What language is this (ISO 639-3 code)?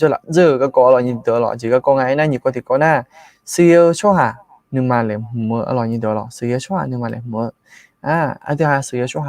ahk